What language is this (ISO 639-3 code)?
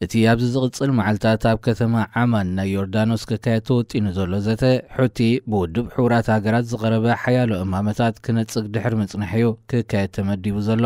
tir